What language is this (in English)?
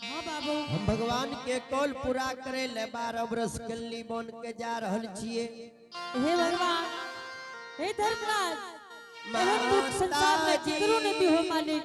Angika